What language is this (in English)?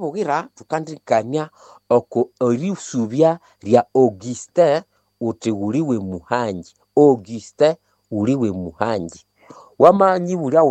Nande